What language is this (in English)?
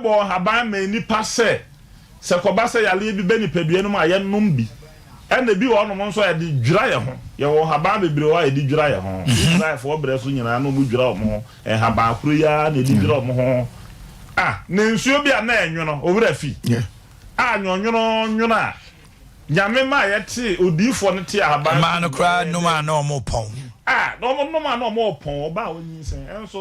Akan